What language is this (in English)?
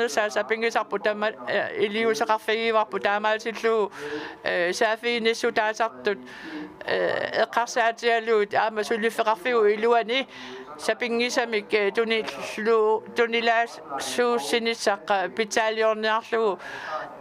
Kalaallisut